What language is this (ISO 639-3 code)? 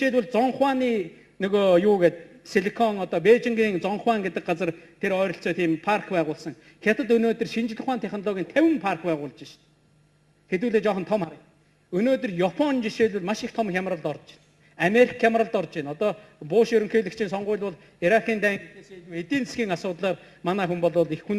mon